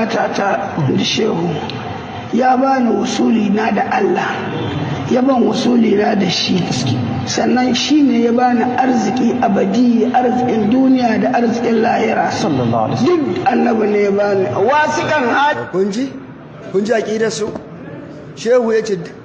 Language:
Hausa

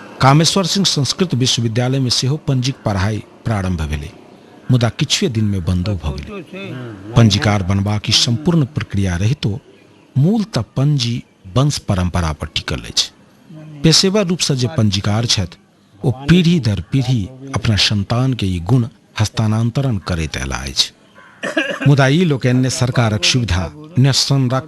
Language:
Maithili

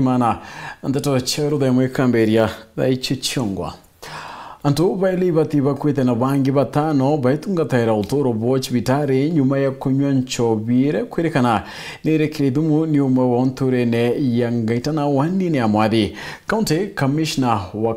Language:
Meru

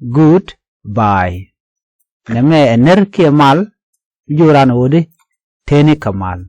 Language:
Nuer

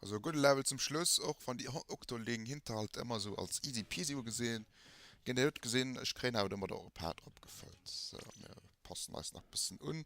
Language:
Luxembourgish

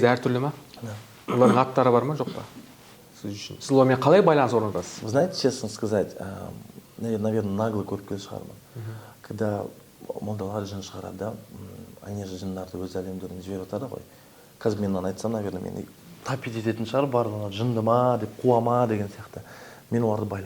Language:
Kazakh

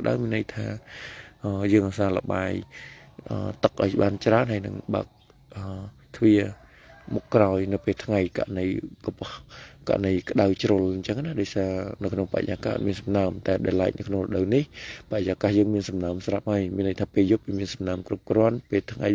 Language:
Khmer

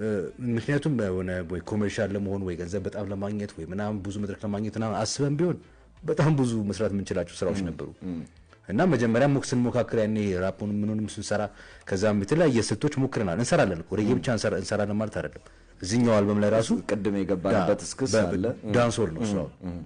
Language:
Amharic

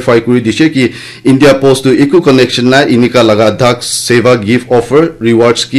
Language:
Naga Pidgin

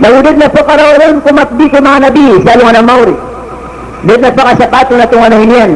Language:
Maranao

